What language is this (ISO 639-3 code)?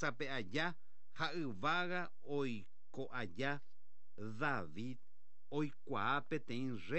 grn